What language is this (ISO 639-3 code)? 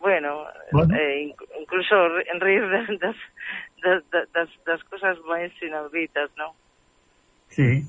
glg